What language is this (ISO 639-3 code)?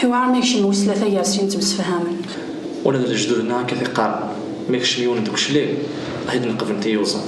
kab